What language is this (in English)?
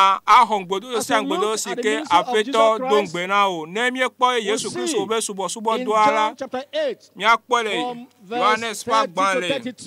Ewe